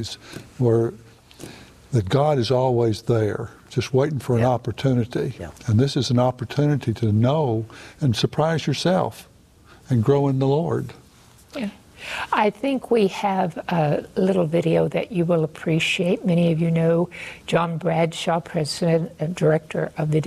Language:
English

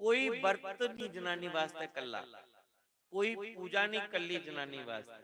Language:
Dogri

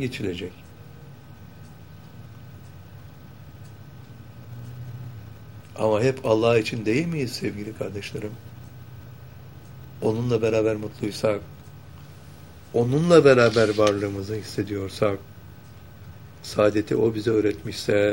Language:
Turkish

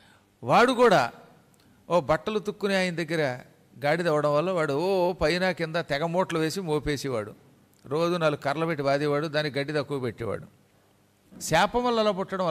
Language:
Telugu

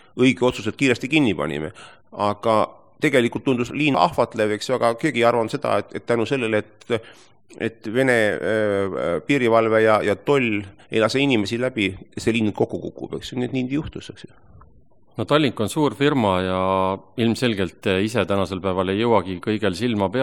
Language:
Estonian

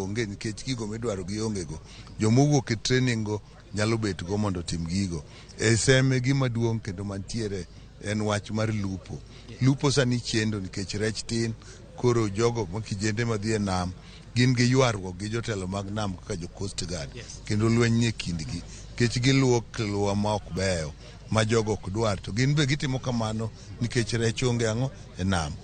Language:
Luo (Kenya and Tanzania)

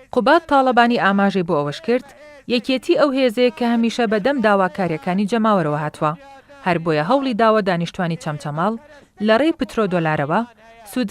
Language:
Central Kurdish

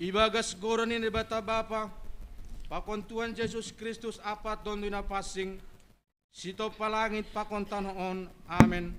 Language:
Batak Simalungun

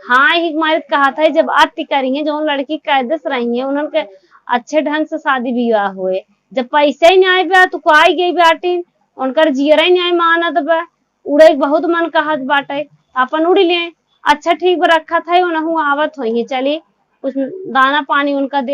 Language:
Awadhi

